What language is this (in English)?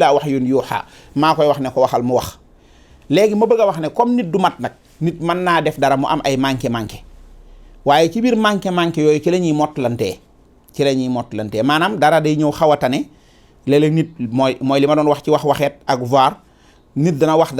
Wolof